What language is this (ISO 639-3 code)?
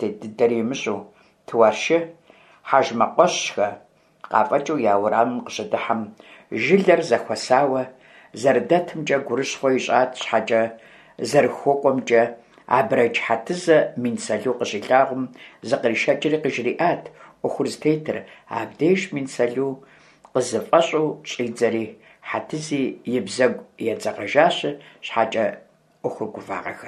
kbd